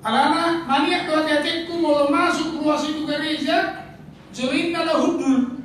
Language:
Batak Toba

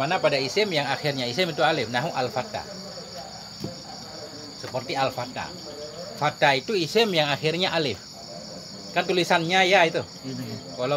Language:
Indonesian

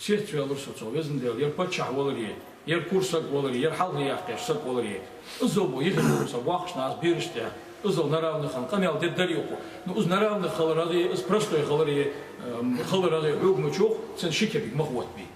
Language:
Ingush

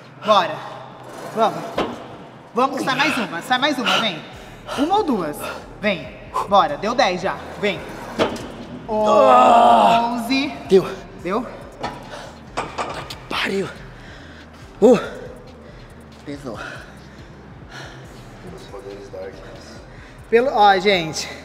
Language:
Portuguese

